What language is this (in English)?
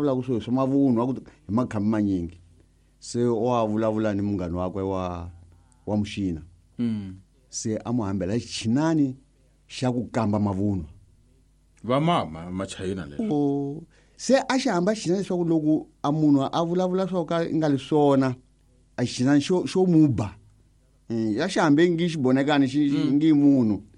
Tsonga